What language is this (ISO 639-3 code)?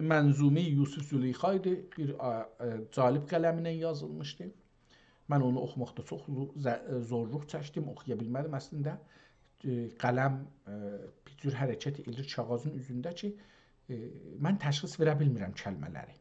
azb